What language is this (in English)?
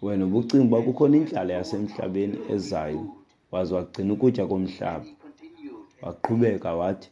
Xhosa